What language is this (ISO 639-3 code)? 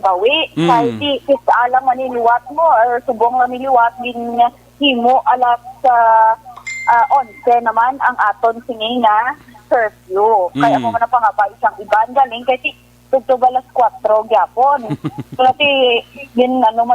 hil